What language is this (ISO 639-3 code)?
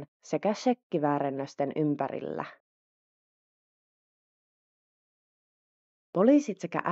fin